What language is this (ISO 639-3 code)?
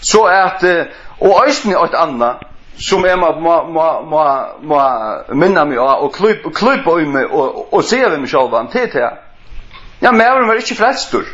fao